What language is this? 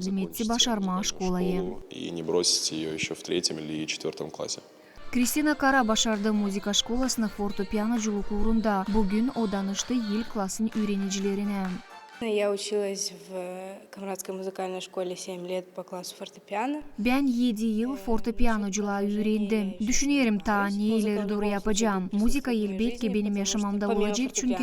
Gagauz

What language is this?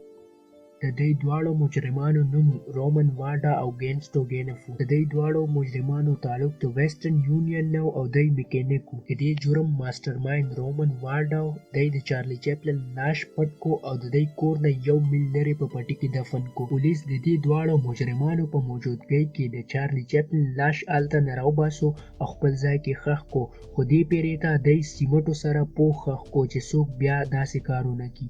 Pashto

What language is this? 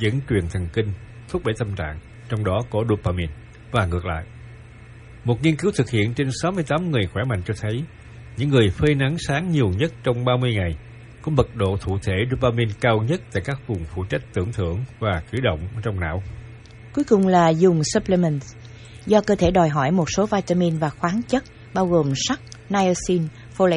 Vietnamese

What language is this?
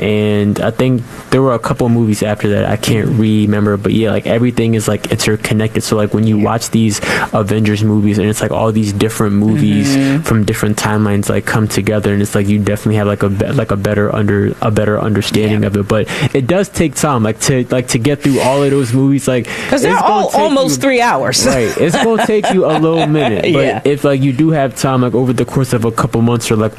English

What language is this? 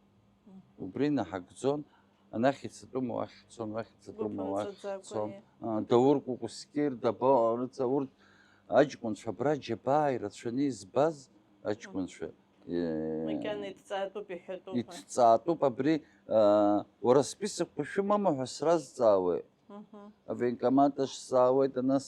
Abkhazian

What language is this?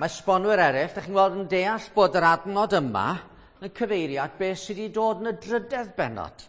Welsh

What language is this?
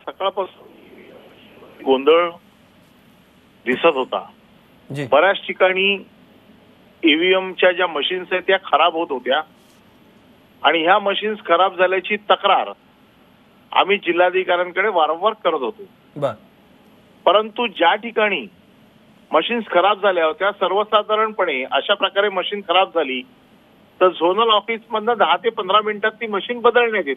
Marathi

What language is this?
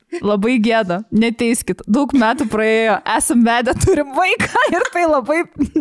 Lithuanian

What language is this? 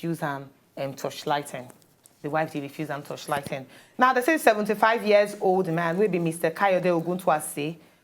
Nigerian Pidgin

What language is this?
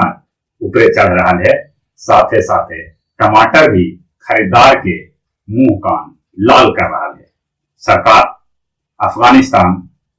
Magahi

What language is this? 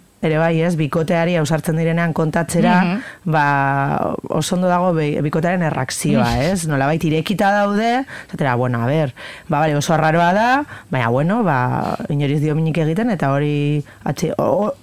Basque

